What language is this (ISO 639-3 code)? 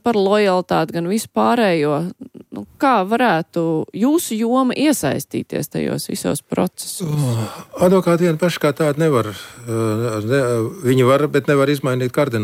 lav